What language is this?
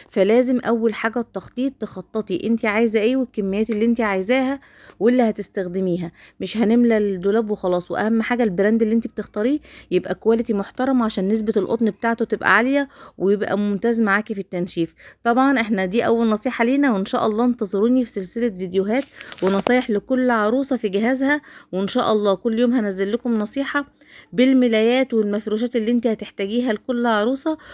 Egyptian Arabic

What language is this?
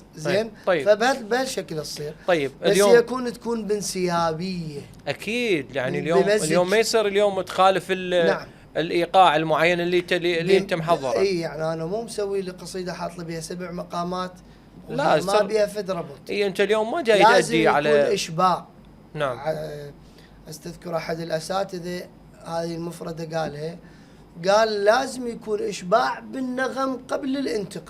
Mesopotamian Arabic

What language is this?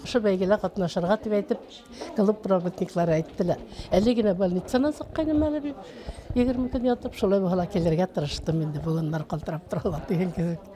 Bashkir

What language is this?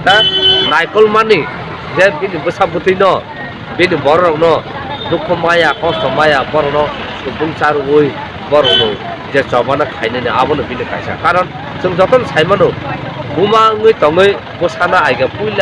Kok Borok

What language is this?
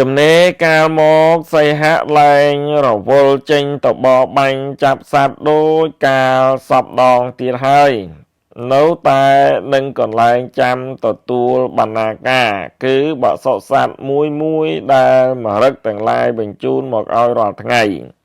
Khmer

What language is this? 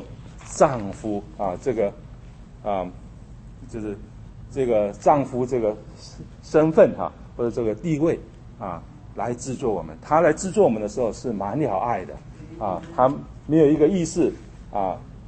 Chinese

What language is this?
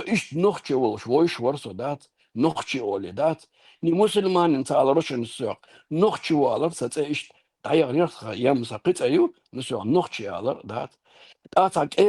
Chechen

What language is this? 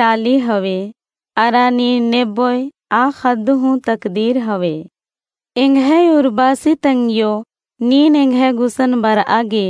Kurukh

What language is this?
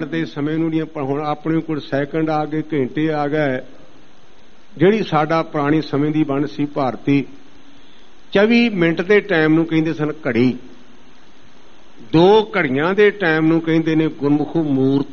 Punjabi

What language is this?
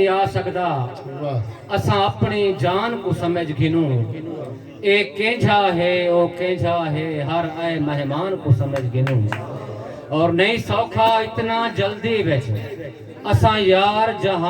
Saraiki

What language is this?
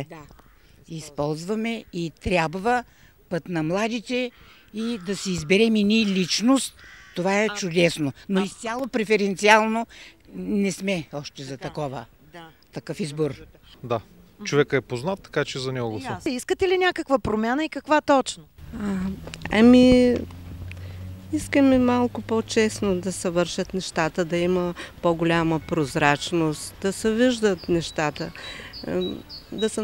Bulgarian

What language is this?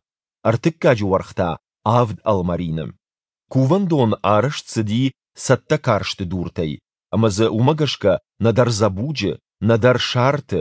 Ossetic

